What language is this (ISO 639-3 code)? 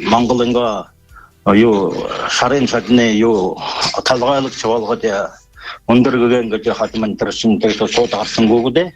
bua